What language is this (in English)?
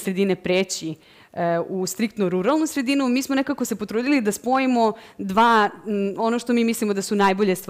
Serbian